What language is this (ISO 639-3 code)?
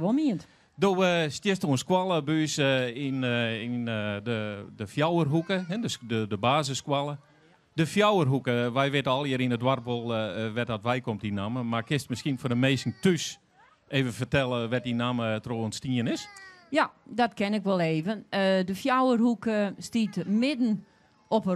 fry